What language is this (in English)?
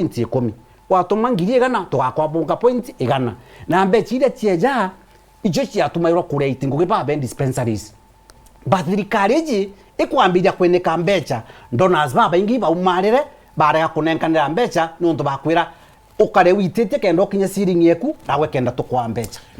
Meru